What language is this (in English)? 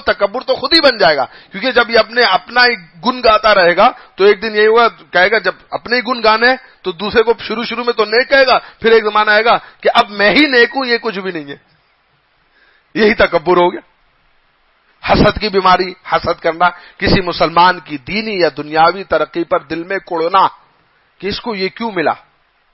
Urdu